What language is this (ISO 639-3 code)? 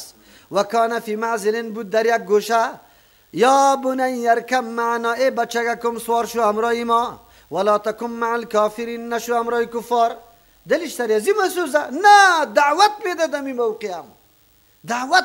fas